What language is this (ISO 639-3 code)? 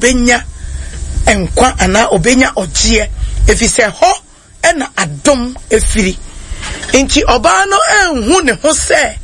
aka